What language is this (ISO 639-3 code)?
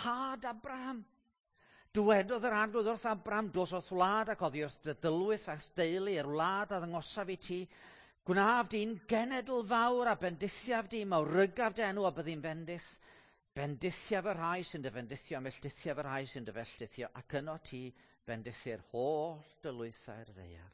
cym